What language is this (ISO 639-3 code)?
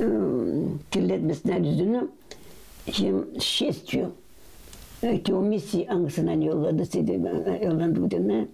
gag